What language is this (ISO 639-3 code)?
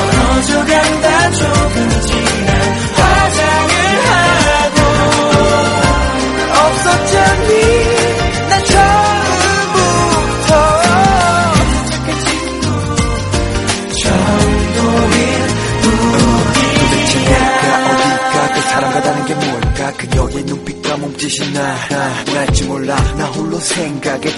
kor